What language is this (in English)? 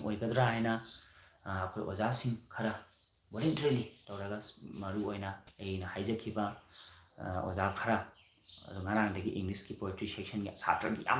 Manipuri